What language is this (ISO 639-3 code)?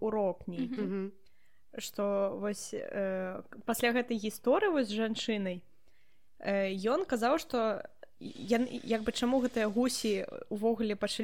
bel